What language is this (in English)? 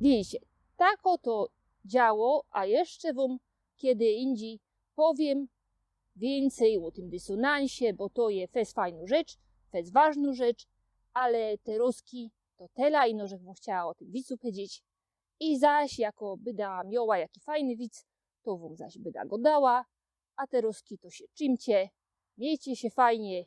Silesian